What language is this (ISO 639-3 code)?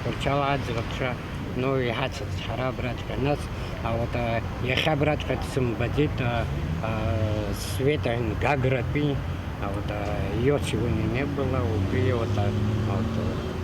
abk